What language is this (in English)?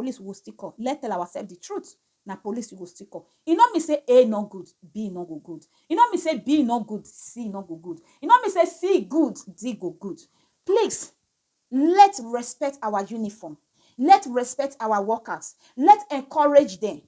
Nigerian Pidgin